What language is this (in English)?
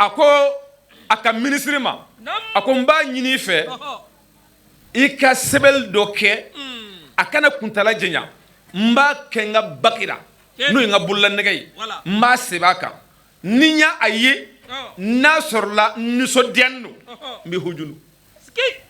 Bambara